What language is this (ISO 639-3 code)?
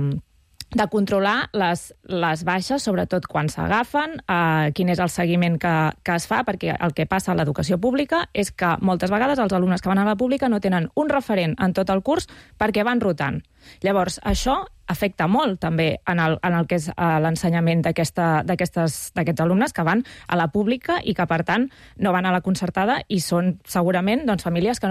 cat